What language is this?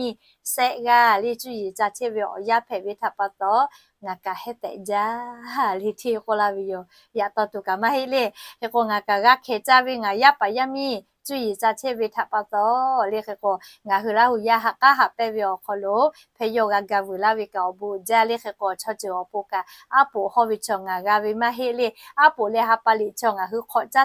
Lahu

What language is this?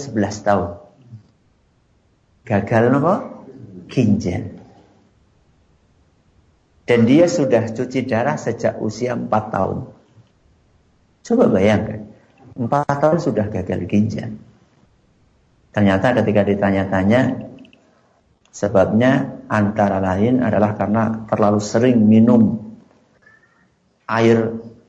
Indonesian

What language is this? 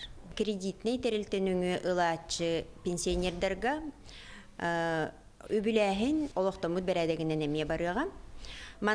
Yakut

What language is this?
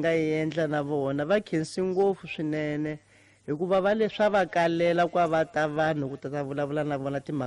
Tsonga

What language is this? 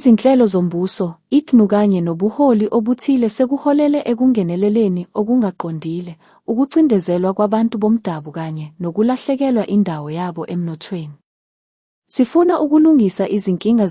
Zulu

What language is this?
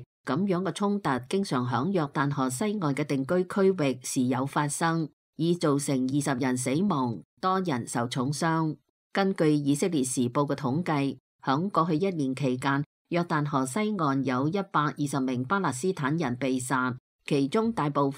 Cantonese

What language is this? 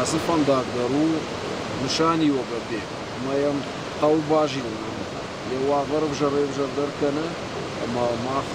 Ossetic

